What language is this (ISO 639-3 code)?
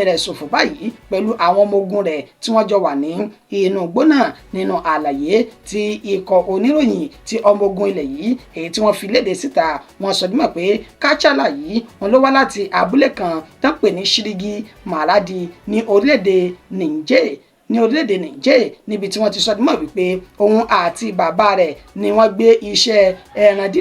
yor